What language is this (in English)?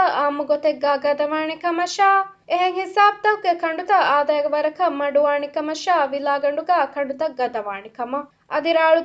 Divehi